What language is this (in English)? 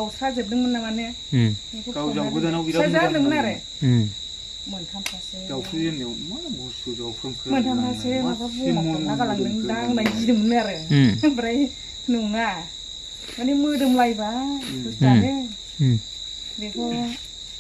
Bodo